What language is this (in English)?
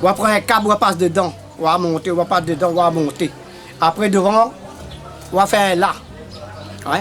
Réunion Creole French